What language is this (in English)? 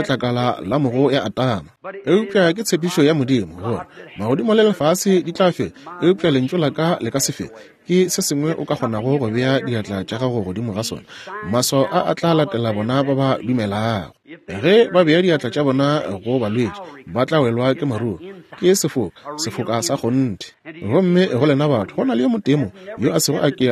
Northern Sotho